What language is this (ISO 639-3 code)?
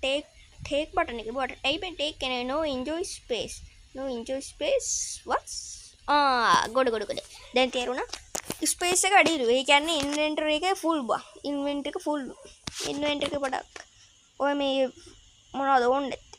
sin